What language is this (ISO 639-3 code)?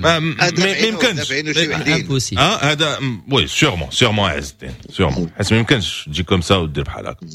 ary